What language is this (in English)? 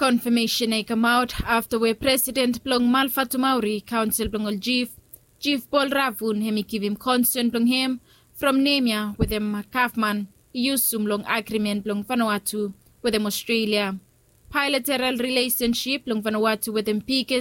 Bislama